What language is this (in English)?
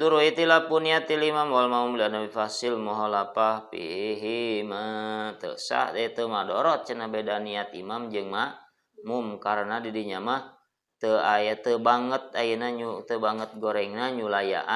Sundanese